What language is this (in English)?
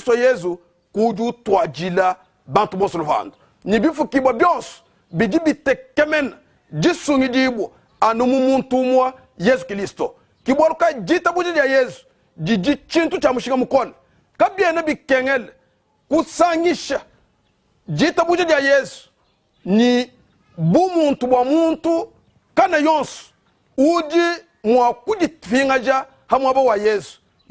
Luba-Lulua